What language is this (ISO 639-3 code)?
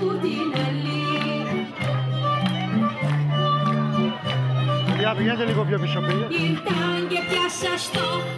ell